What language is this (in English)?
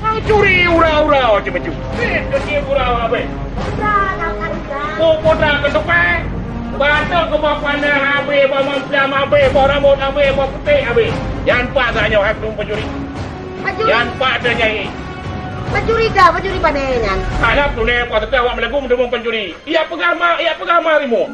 Achinese